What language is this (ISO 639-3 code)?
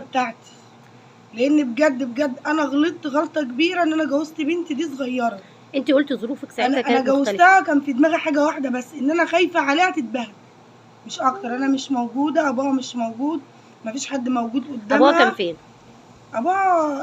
arz